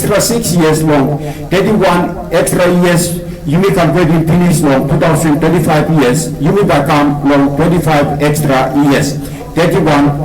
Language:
Tok Pisin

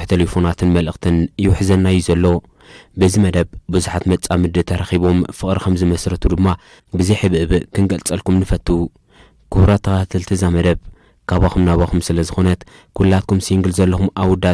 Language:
Tigrinya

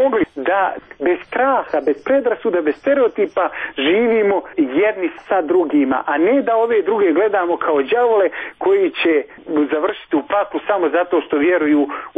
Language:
Bosnian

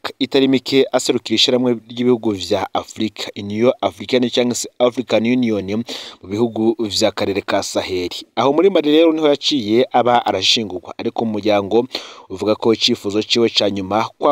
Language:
Rundi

